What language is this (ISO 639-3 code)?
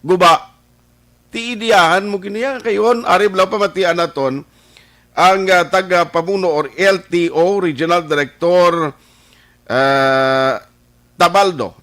hil